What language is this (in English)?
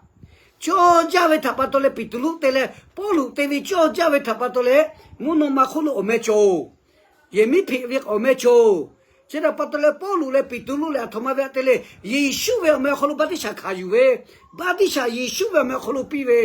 Lahu